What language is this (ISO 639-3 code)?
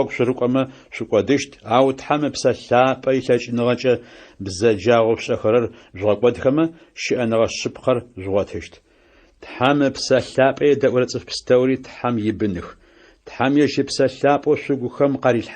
ady